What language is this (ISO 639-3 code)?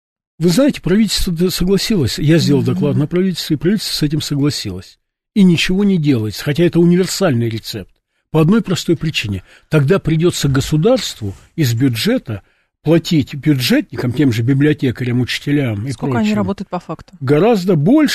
rus